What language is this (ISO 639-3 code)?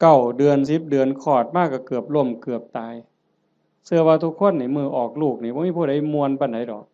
tts